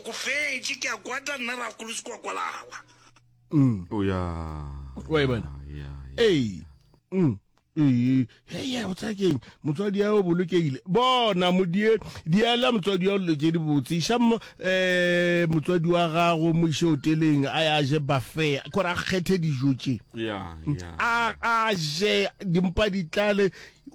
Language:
Northern Sotho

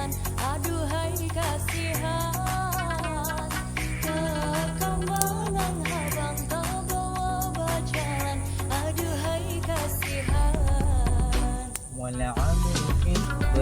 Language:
Banjar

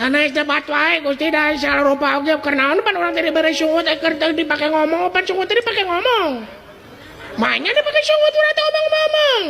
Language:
Sundanese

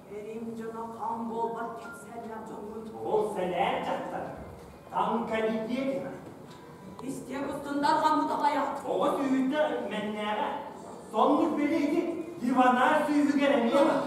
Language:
Yakut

